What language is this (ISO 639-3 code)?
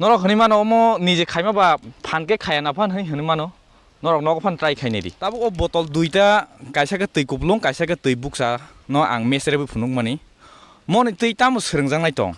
trp